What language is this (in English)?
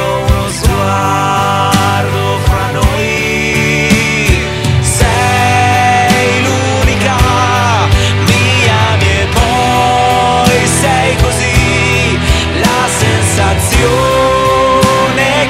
Italian